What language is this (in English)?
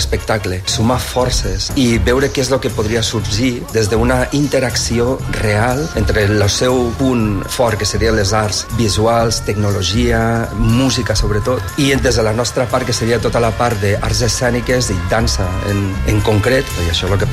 Catalan